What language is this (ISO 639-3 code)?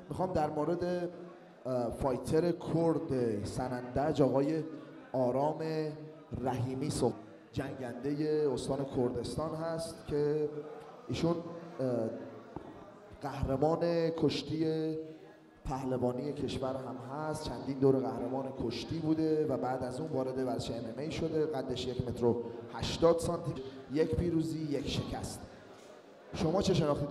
fas